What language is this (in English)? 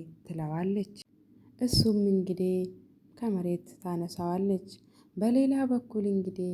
Amharic